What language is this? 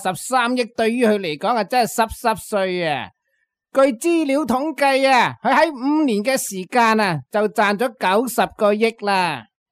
Cantonese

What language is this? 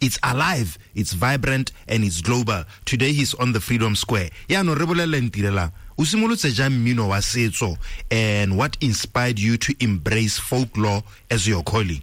Tswana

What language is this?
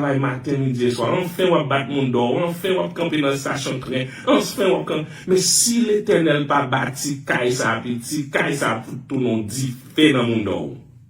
Haitian Creole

